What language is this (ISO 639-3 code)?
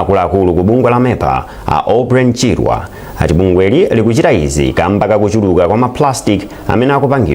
nya